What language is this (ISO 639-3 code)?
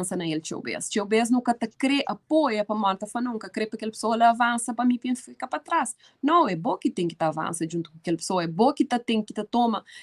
kea